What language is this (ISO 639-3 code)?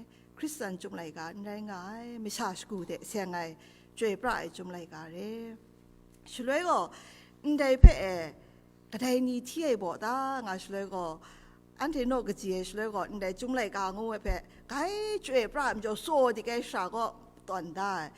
kac